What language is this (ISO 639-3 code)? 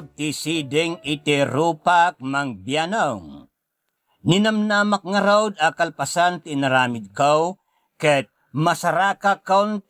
ilo